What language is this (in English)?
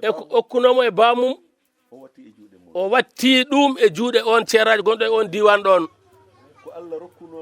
Fula